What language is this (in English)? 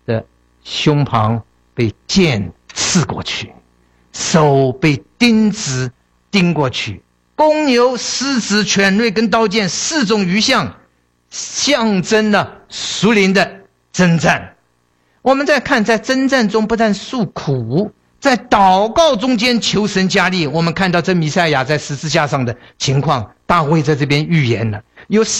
Chinese